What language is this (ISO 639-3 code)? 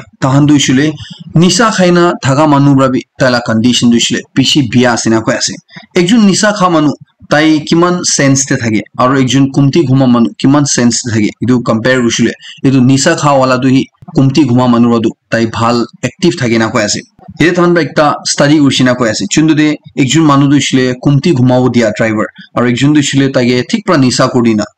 nag